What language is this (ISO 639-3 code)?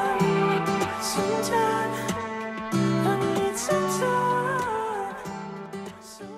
ron